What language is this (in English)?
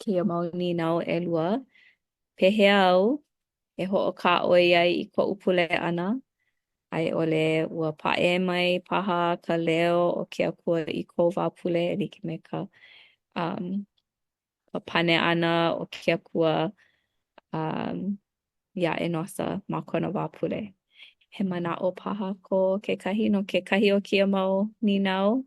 Hawaiian